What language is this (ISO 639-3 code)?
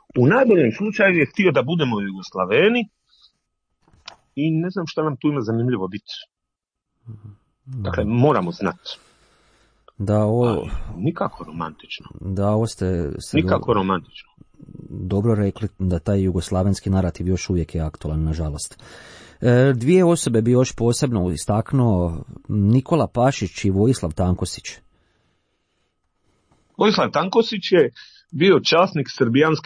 hrv